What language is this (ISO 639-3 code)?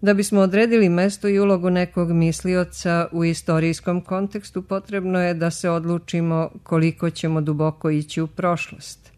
srp